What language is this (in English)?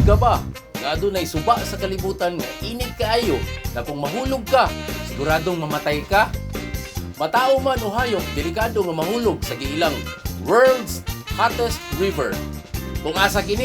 Cebuano